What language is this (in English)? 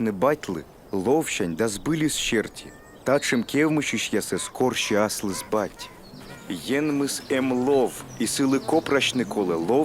Komi